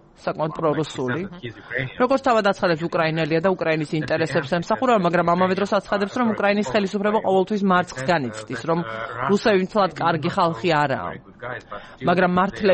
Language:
Georgian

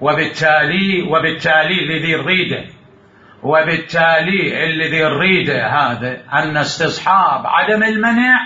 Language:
Mesopotamian Arabic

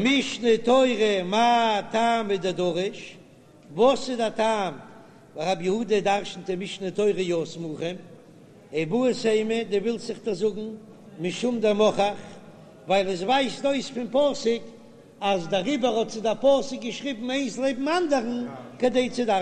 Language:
Yiddish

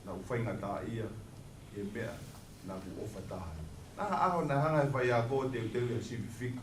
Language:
Tongan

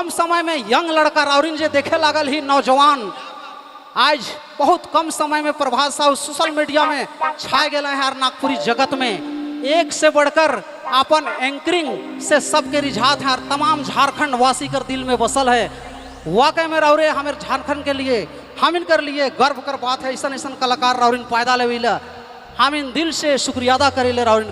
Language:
Sadri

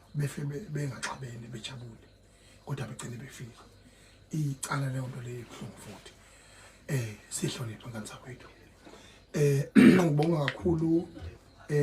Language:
Zulu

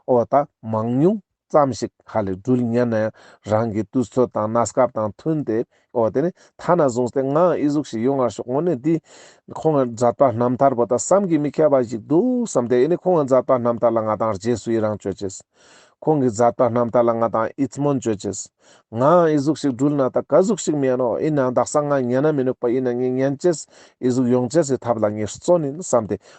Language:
Ladakhi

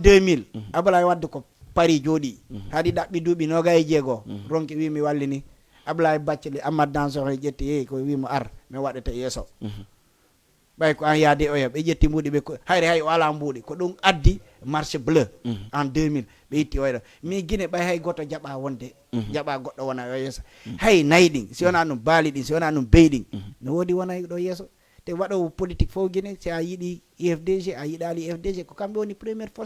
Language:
Fula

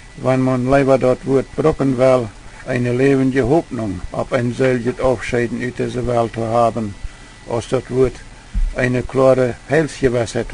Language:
Plautdietsch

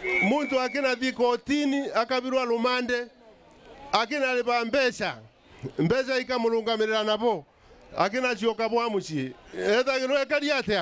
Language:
Meru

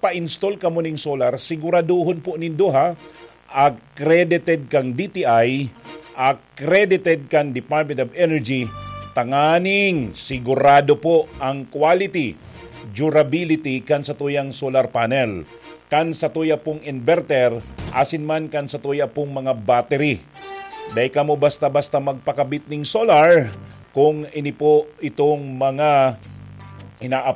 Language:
Bikol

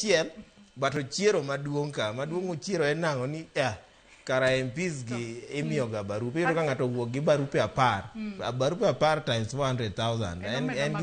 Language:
Luo (Kenya and Tanzania)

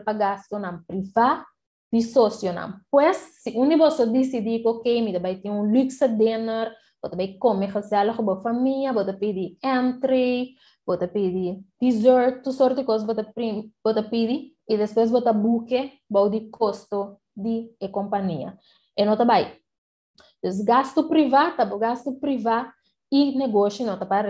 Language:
Papiamento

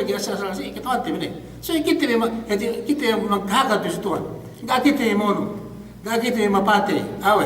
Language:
Yakan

